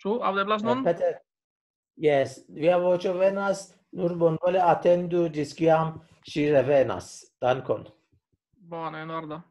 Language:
Esperanto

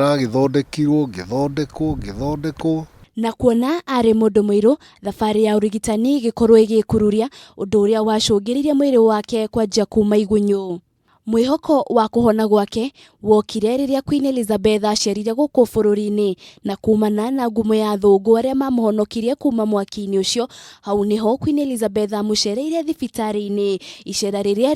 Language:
Kikuyu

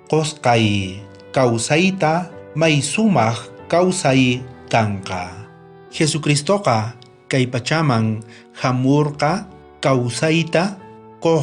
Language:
South Bolivian Quechua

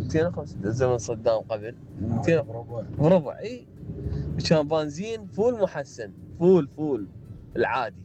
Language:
Mesopotamian Arabic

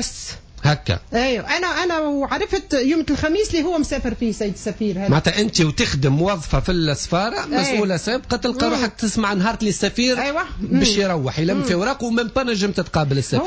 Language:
Tunisian Arabic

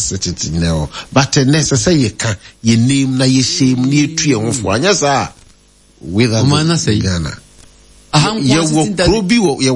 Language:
Akan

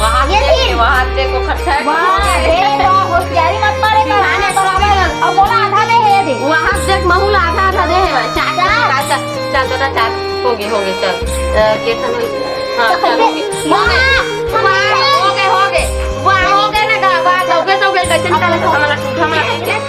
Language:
Chhattisgarhi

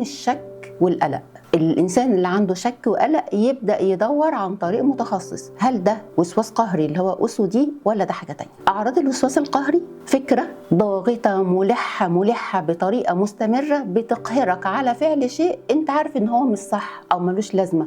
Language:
Egyptian Arabic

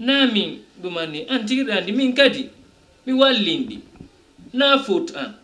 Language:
Fula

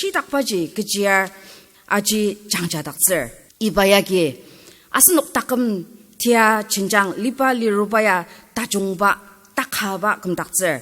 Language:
Ao Naga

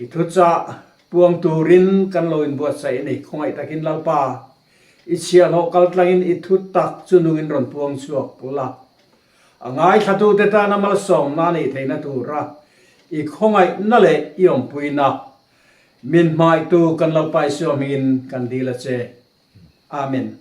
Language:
Mizo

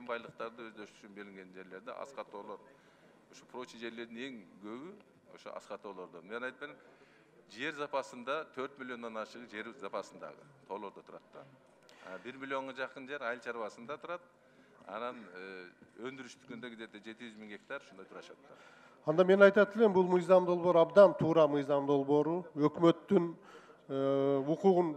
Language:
Kyrgyz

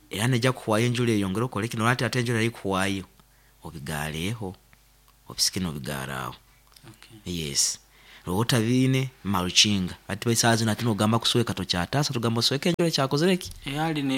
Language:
Nyankole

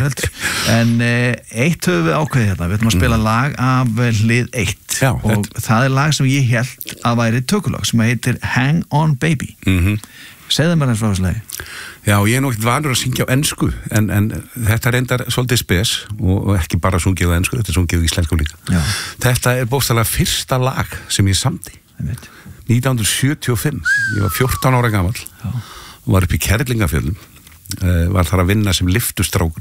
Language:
Icelandic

